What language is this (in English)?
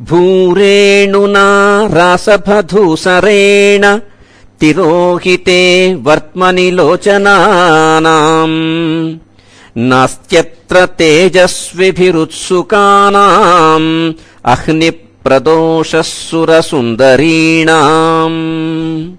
Sanskrit